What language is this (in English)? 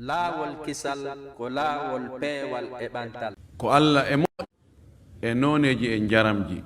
Fula